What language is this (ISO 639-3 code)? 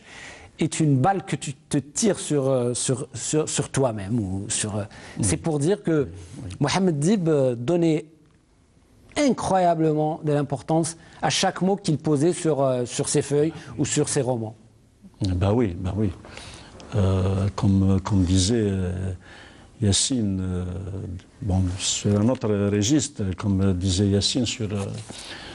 fra